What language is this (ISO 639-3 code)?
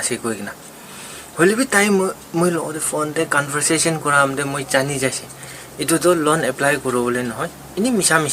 nag